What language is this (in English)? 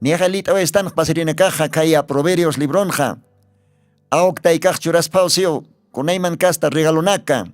Aymara